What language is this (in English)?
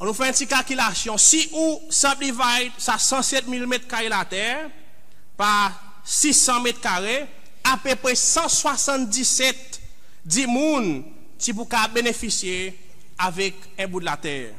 Seselwa Creole French